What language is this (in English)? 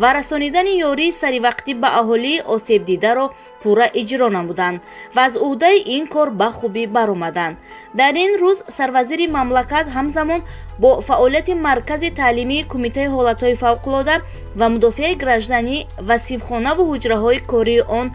Tajik